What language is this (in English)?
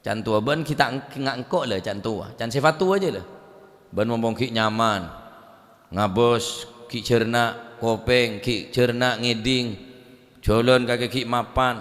Madurese